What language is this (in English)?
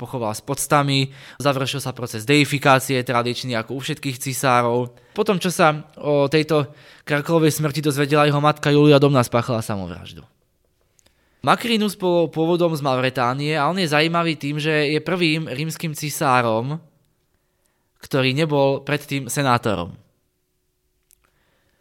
Slovak